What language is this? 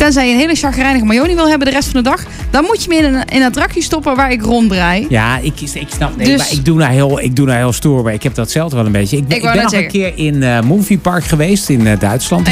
Dutch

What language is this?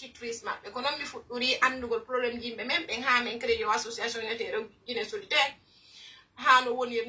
Pular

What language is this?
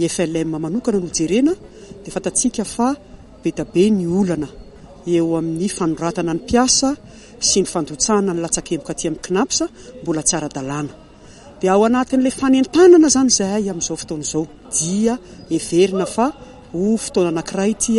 Malagasy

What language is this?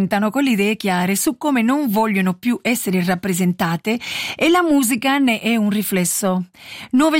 Italian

